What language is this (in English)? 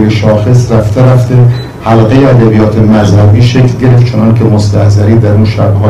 Persian